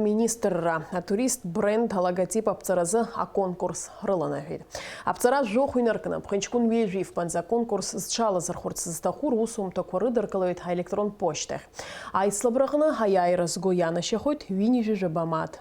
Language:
Abkhazian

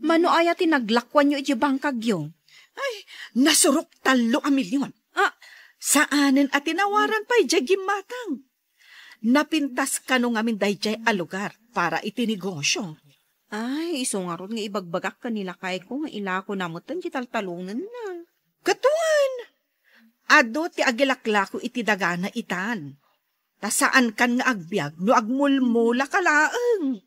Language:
Iloko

